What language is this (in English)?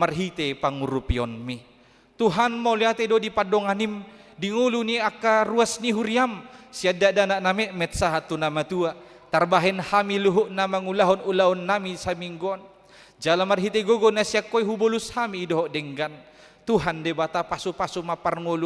Batak Toba